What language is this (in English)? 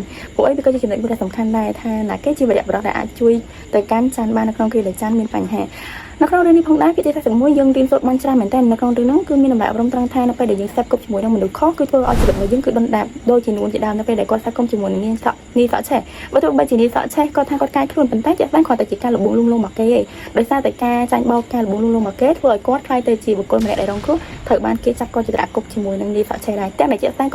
Khmer